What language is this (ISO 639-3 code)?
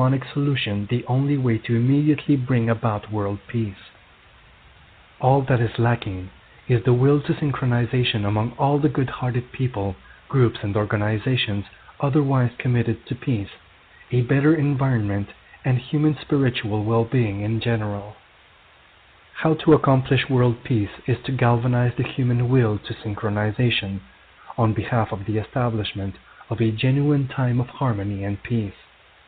eng